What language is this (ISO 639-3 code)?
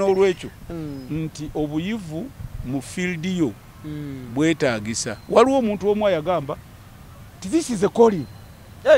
lug